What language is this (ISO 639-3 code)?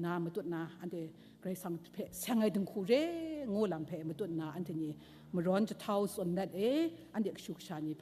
kac